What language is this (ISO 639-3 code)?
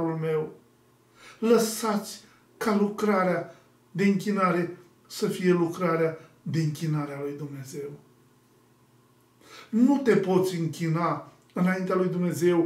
ron